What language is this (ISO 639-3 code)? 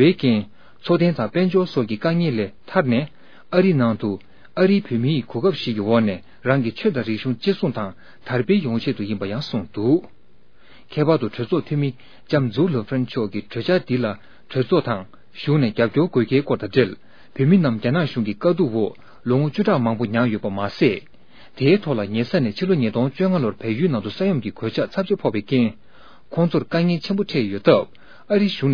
bod